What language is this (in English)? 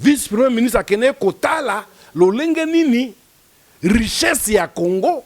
Lingala